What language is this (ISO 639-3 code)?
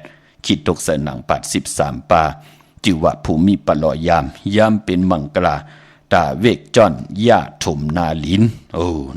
shn